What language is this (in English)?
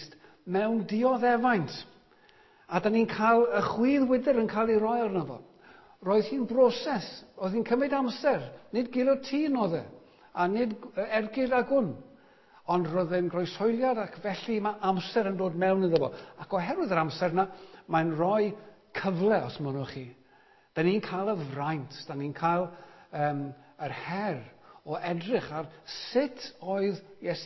Welsh